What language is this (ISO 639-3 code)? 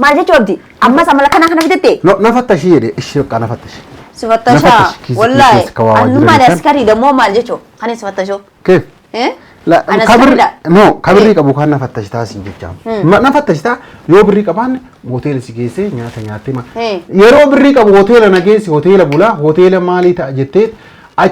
orm